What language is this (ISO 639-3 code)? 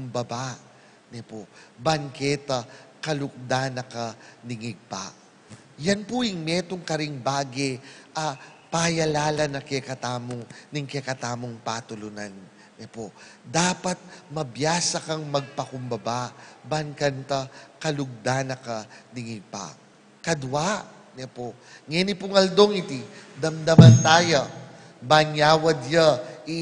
pam